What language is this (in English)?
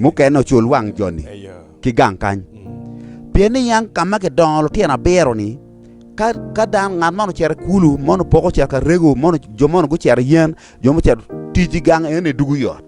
Acoli